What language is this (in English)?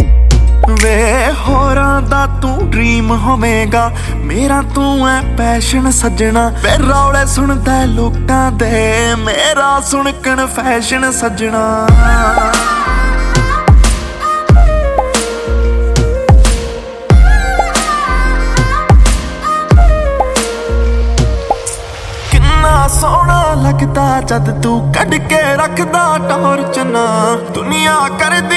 Punjabi